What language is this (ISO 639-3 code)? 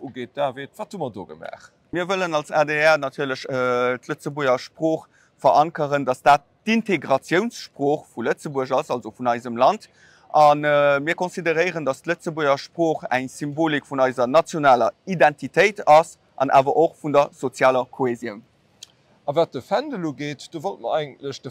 ltz